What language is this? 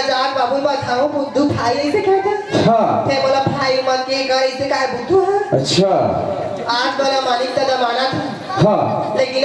Chhattisgarhi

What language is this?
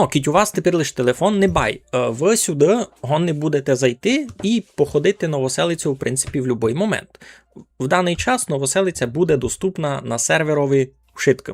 Rusyn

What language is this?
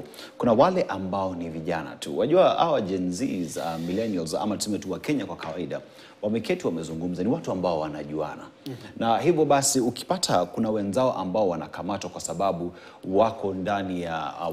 Swahili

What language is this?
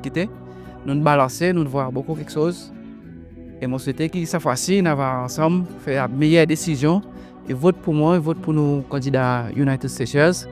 Seselwa Creole French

